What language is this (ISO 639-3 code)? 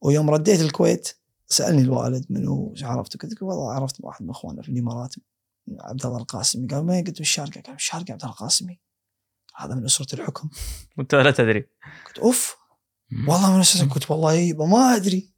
afb